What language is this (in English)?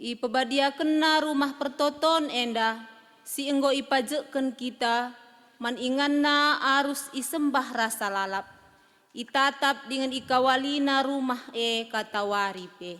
Batak Karo